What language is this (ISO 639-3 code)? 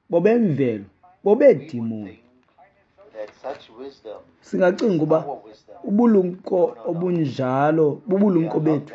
xho